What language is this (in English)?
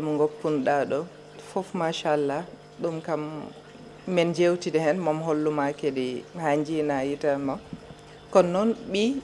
Fula